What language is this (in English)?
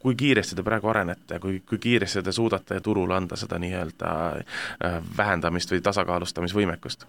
Estonian